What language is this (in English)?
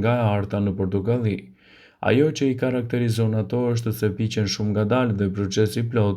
Albanian